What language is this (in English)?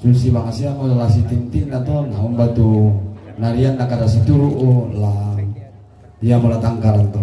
Toraja-Sa'dan